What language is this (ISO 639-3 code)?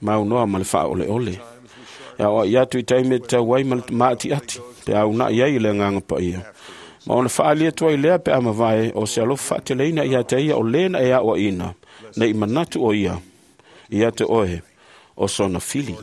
smo